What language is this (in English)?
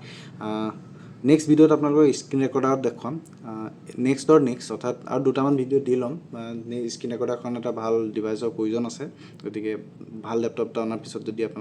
Assamese